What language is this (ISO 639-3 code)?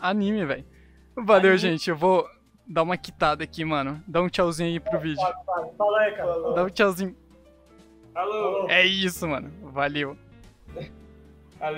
por